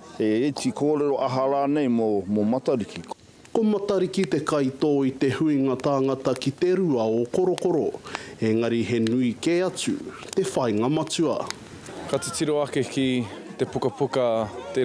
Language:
Māori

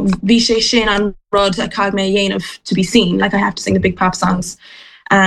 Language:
Irish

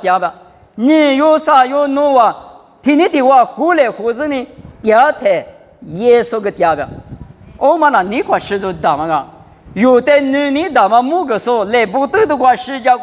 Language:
Lisu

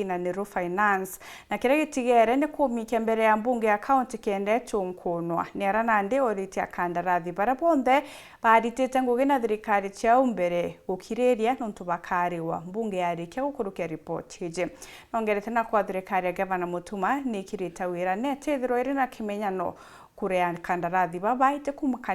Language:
Meru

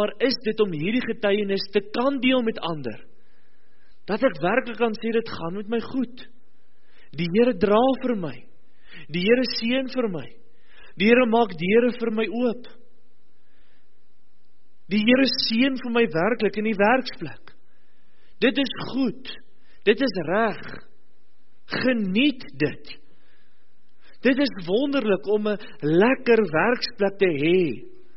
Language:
Afrikaans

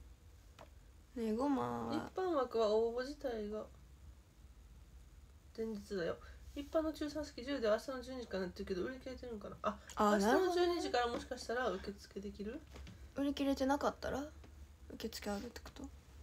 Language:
Japanese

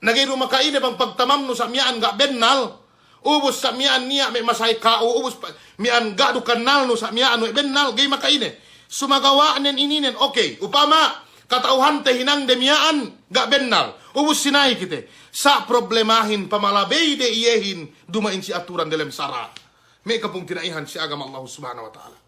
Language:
Yakan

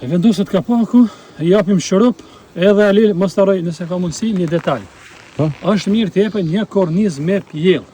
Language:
Albanian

